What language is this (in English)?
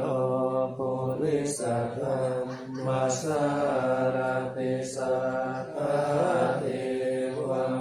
Pali